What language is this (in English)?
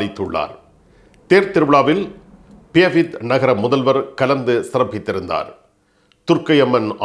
Tamil